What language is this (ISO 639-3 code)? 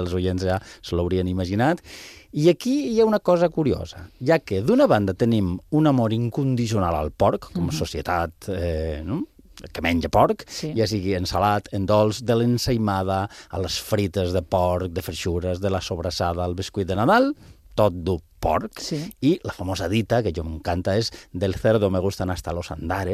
cat